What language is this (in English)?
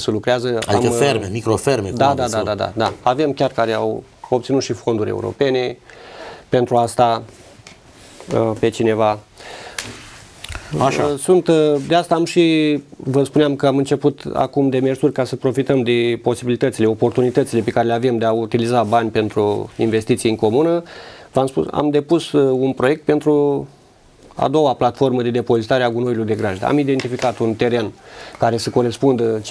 Romanian